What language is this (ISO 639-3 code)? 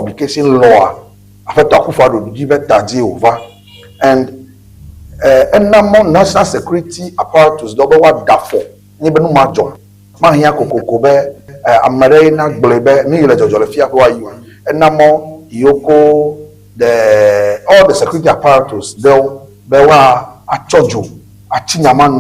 ewe